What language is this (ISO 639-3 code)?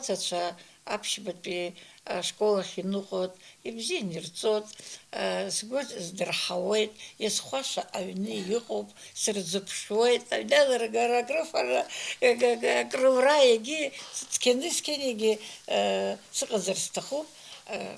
abk